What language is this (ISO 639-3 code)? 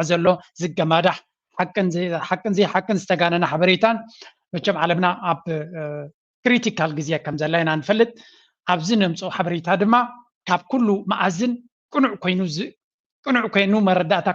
tir